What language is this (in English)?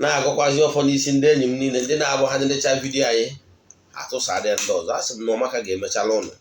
Igbo